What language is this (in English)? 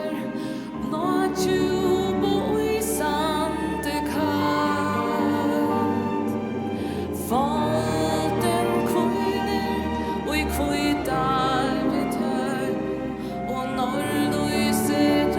Faroese